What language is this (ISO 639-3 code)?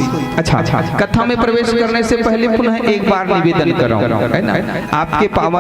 hne